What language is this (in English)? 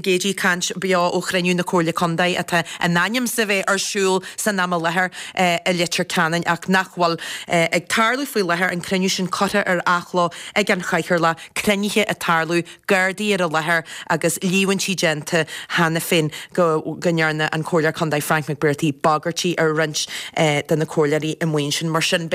Irish